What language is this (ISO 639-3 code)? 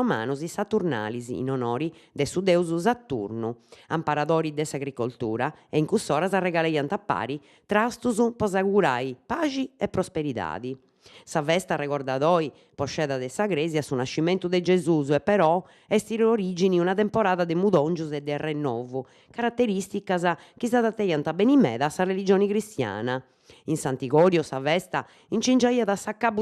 srd